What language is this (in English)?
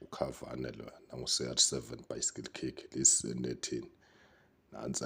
Zulu